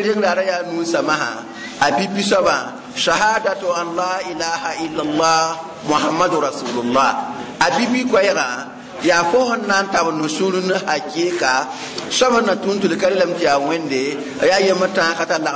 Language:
Mossi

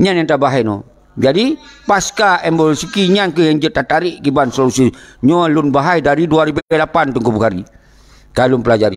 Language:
Achinese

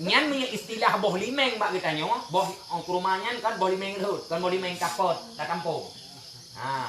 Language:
Achinese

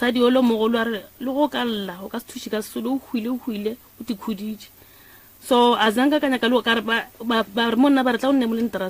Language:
Northern Sotho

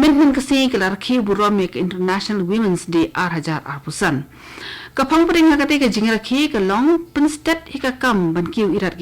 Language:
Khasi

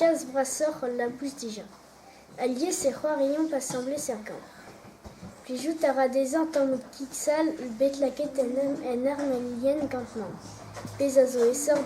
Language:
Breton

